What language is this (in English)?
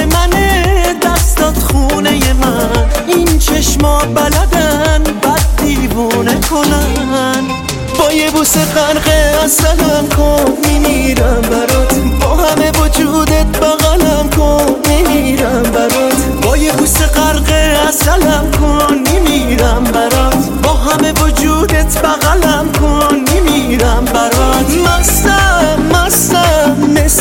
Persian